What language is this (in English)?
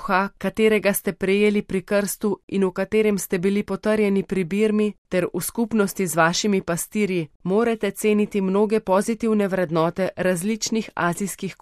Slovenian